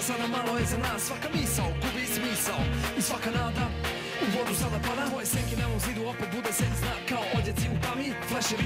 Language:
Serbian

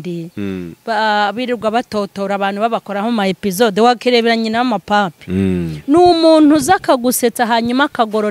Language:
Kinyarwanda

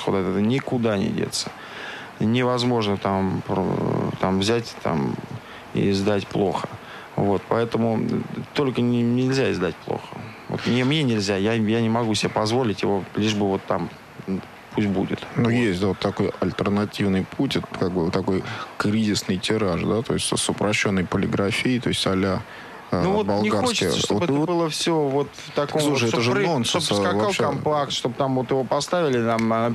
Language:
Russian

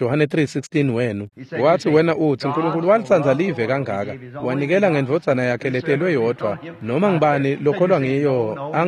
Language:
Swati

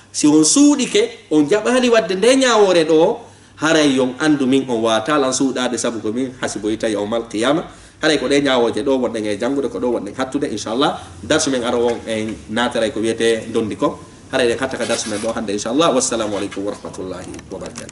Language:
Fula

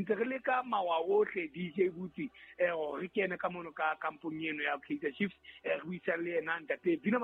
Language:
Southern Sotho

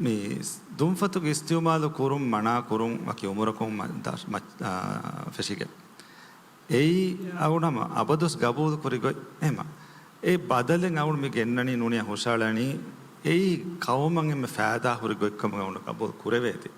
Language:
Divehi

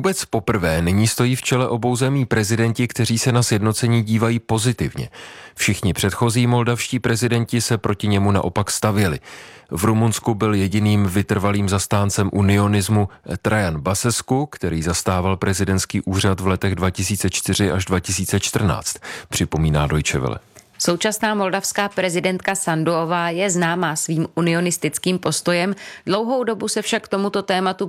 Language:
Czech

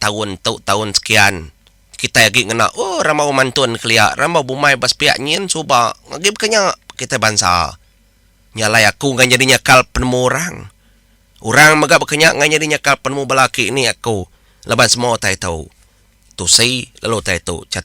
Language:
Iban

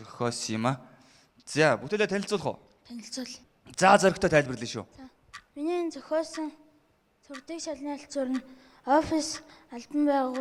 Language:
Mongolian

